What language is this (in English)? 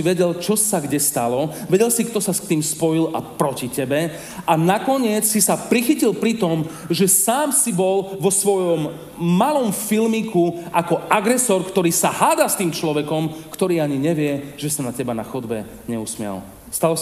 Slovak